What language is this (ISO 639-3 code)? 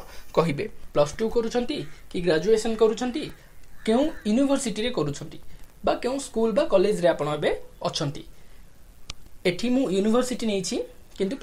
ori